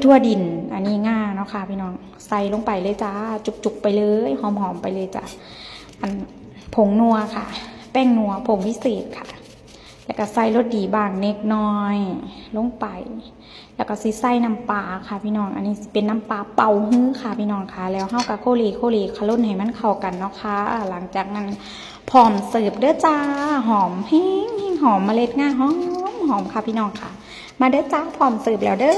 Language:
Northeastern Thai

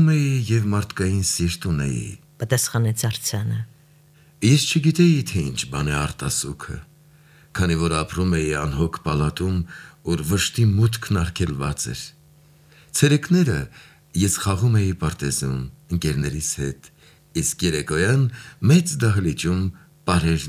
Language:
Armenian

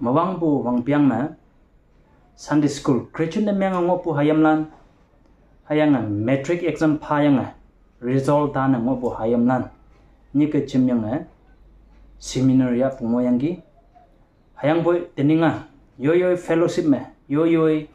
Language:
Konyak Naga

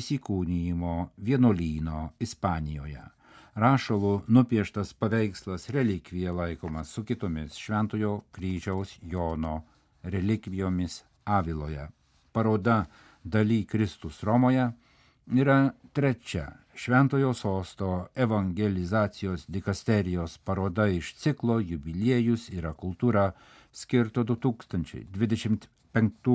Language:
Lithuanian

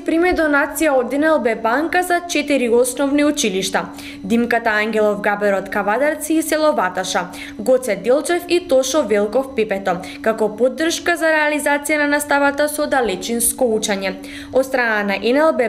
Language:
Macedonian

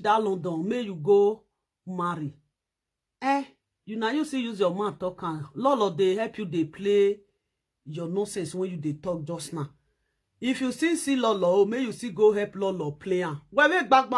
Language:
Nigerian Pidgin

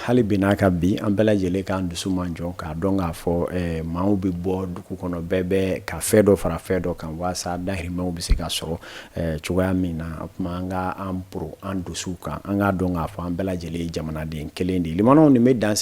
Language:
Bambara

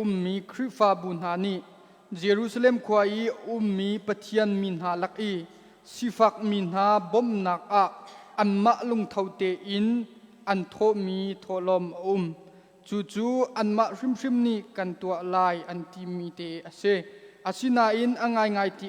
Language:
Hakha Chin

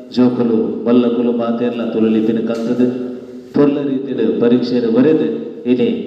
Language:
Tulu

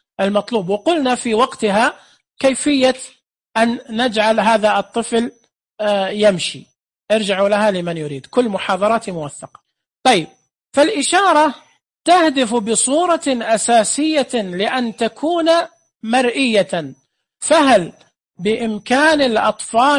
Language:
Najdi Arabic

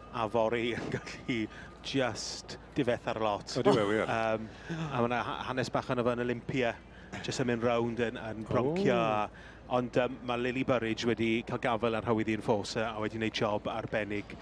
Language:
Welsh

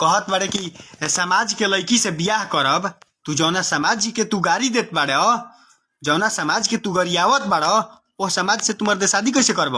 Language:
Bhojpuri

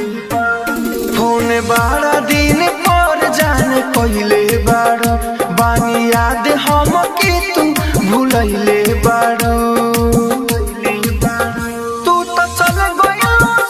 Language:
Bhojpuri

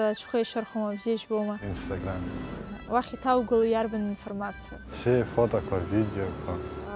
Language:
Abkhazian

